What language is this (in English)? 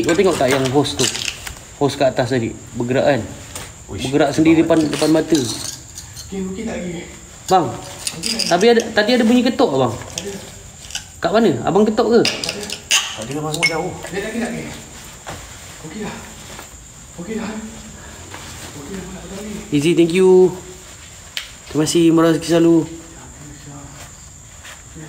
Malay